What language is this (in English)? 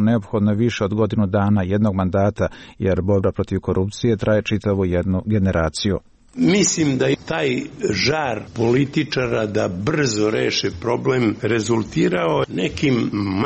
Serbian